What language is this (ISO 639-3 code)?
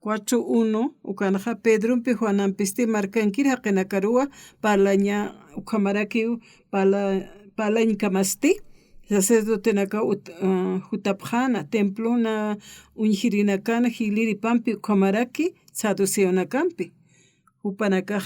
aym